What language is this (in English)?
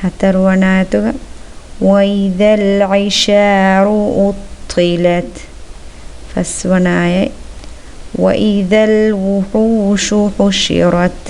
Divehi